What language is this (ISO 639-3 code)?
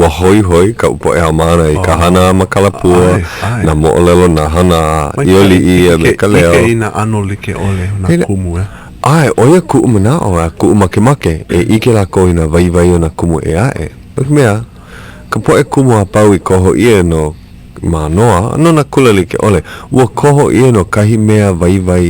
haw